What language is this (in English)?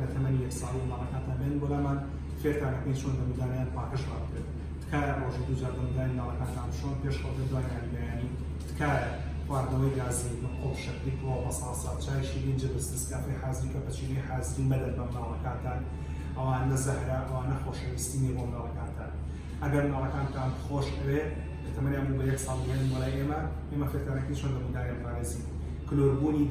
Central Kurdish